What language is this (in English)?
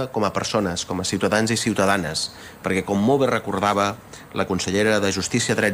Catalan